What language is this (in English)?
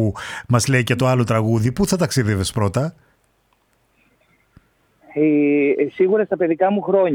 Greek